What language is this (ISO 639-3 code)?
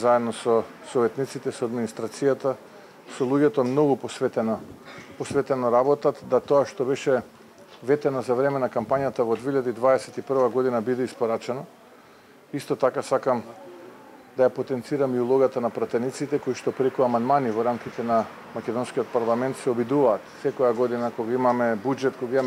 mkd